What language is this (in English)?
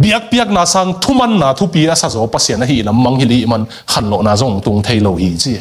Tedim Chin